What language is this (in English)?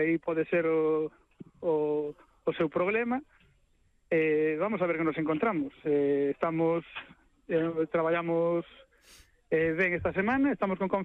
Galician